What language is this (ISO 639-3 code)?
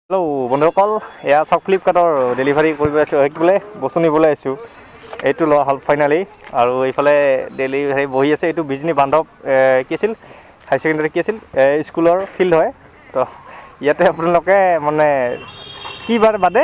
asm